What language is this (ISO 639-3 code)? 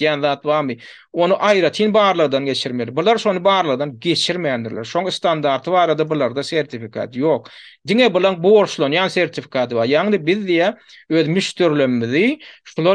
tuk